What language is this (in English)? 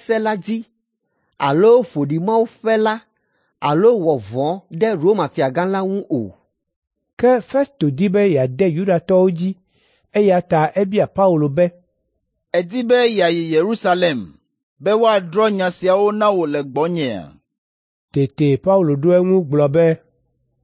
Ewe